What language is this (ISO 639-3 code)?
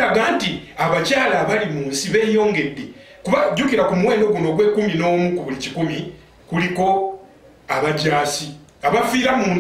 lug